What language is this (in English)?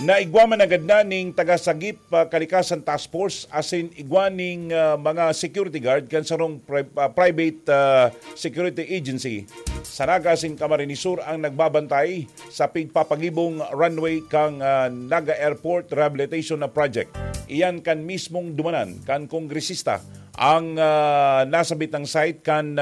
Bikol